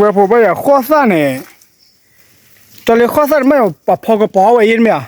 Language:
S'gaw Karen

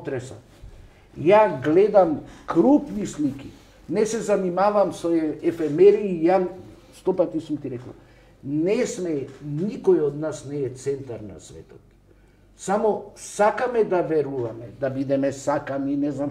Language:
Macedonian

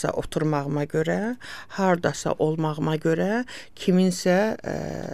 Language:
Azerbaijani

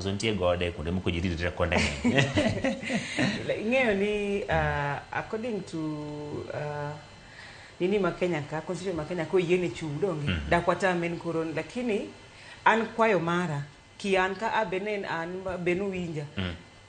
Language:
Luo (Kenya and Tanzania)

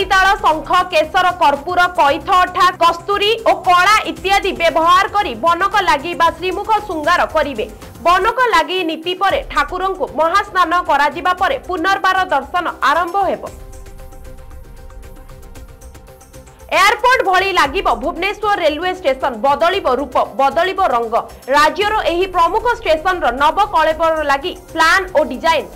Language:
Odia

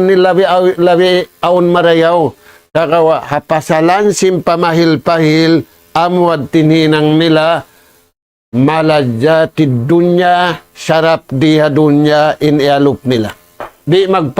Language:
Tausug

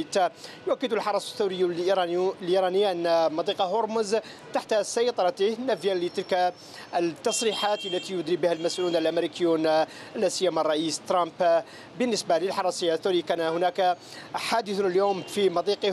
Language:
Arabic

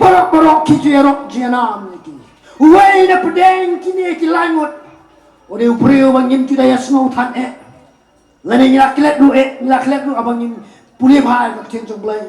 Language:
Khasi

